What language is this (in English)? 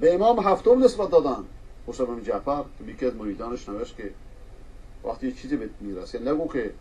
Persian